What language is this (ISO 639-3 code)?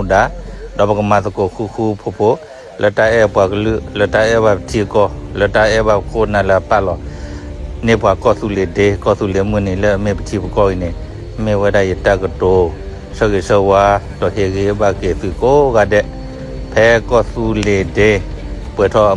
ksw